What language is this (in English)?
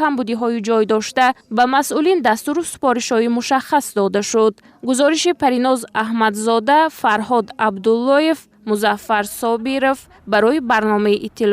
Tajik